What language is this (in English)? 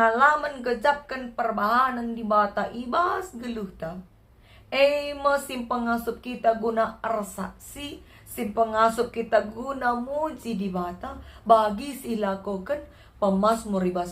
Batak Karo